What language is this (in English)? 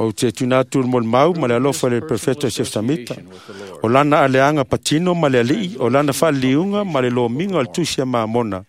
Samoan